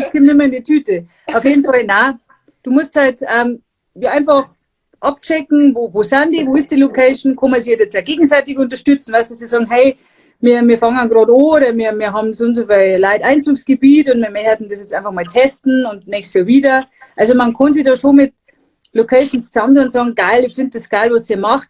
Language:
Bavarian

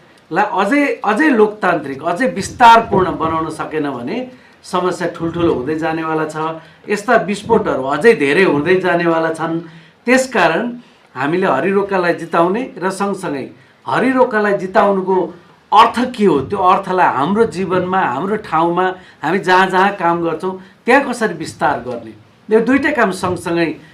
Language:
Nepali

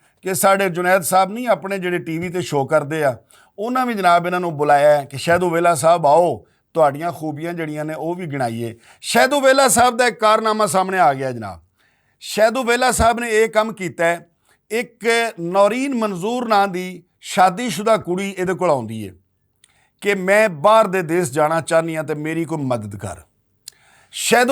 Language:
Western Panjabi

